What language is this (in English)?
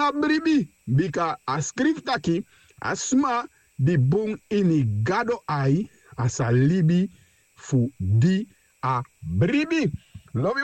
Sranan Tongo